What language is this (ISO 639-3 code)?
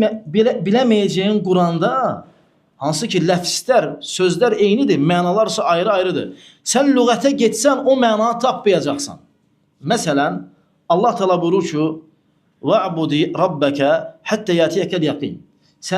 aze